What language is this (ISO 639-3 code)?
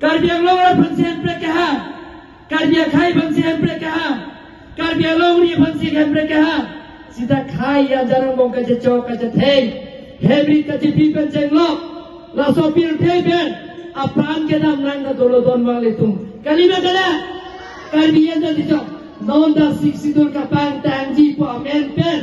mjw